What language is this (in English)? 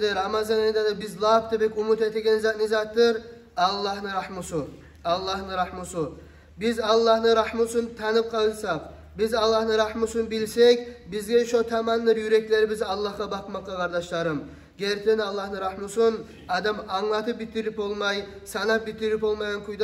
Kumyk